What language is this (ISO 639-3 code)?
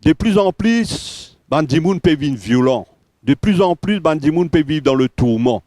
mfe